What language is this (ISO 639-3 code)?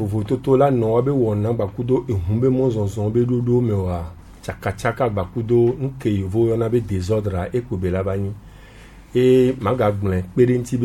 gej